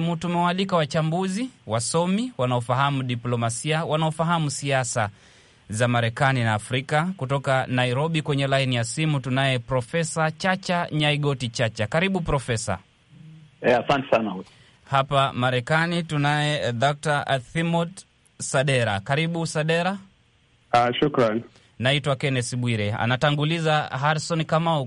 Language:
Swahili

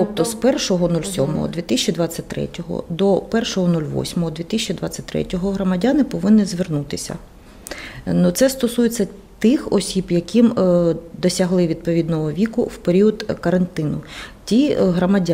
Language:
Ukrainian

